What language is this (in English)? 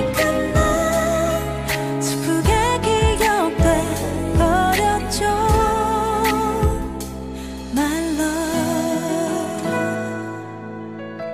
Korean